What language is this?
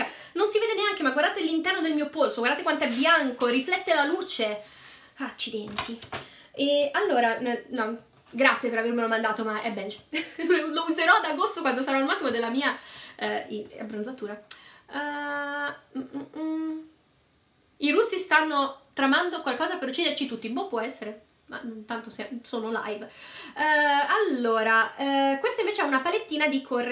Italian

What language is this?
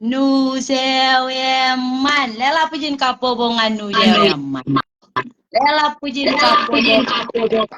Marshallese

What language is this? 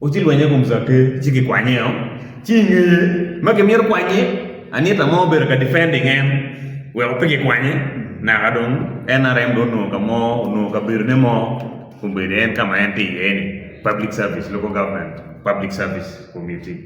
Acoli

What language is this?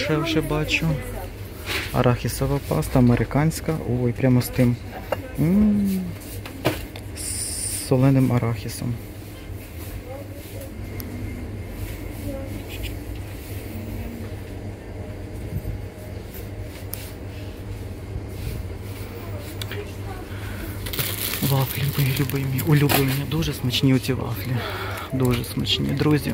Ukrainian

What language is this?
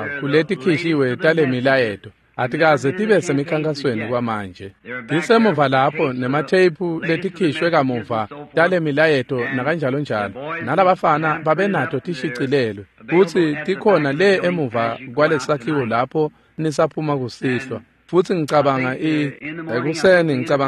Swati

